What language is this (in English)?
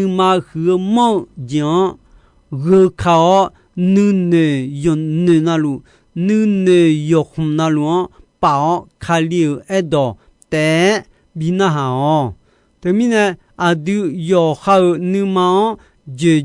Akha